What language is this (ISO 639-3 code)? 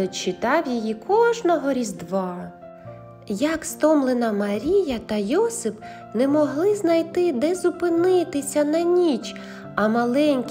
ukr